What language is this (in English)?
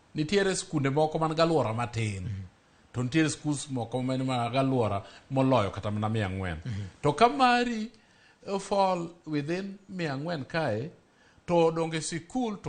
Luo (Kenya and Tanzania)